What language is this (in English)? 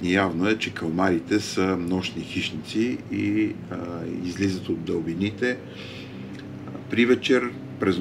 Bulgarian